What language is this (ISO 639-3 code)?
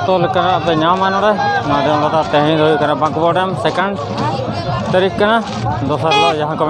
sat